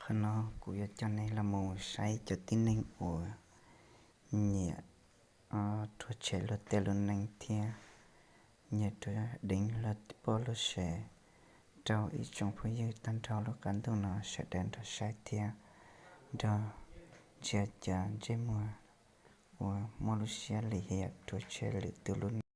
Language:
Hmong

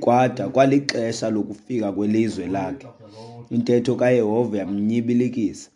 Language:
Xhosa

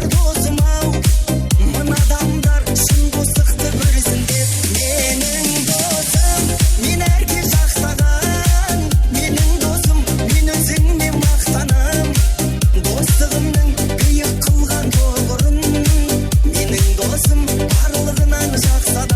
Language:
Kara-Kalpak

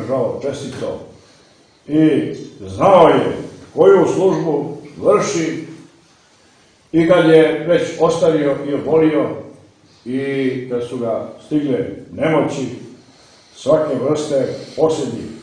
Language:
Serbian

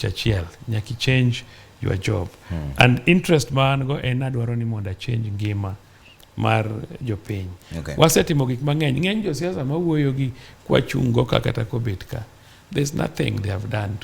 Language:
Luo (Kenya and Tanzania)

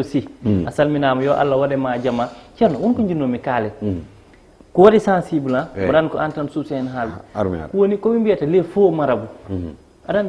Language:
Fula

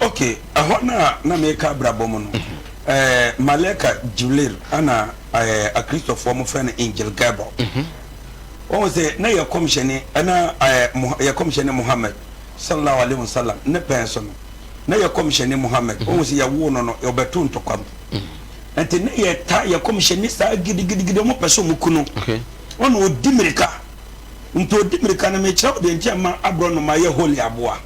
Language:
Akan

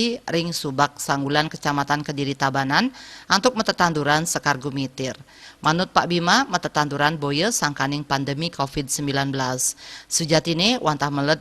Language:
Balinese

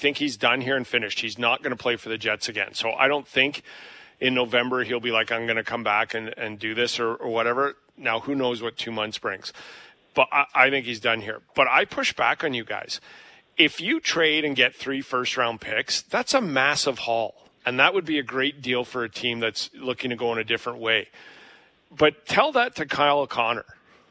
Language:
English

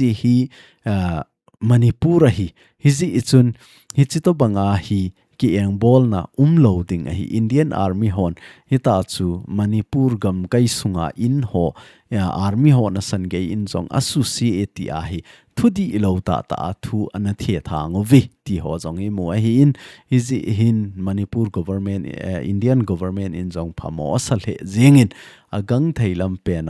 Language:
Thado Chin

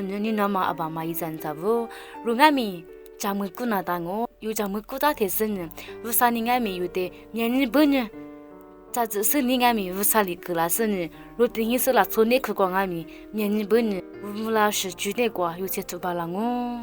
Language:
Lisu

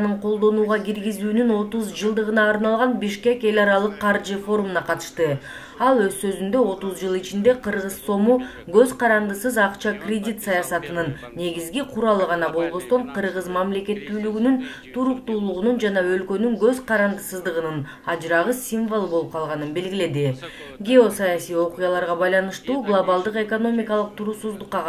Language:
Kyrgyz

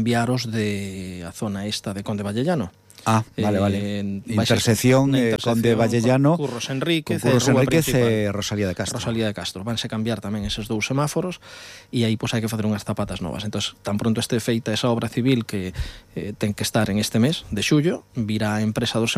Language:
Galician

